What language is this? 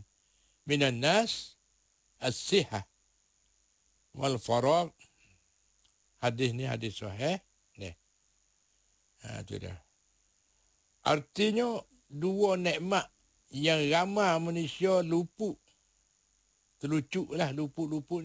Malay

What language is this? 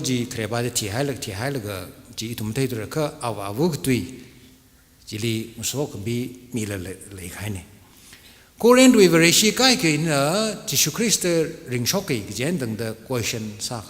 Tangkhul Naga (India)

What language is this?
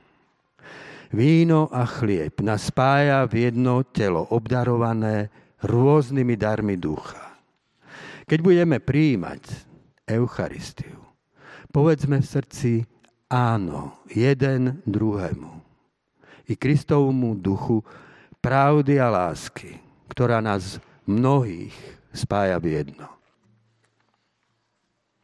Slovak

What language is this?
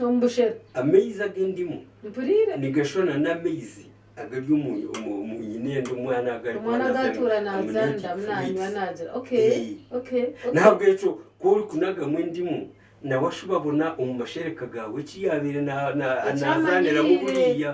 Nyankole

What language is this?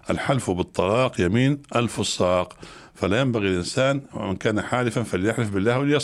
Arabic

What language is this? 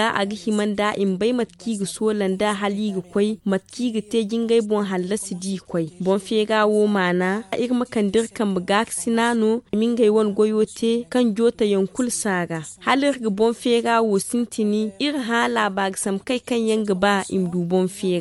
Zarma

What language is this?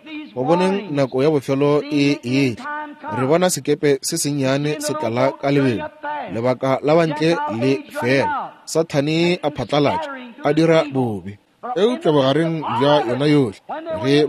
Northern Sotho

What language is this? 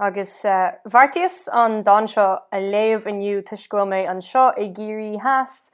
Irish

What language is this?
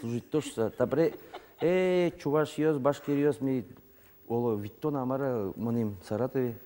Udmurt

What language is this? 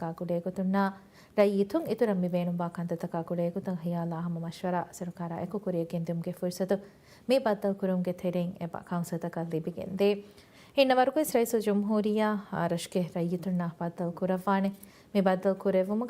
Divehi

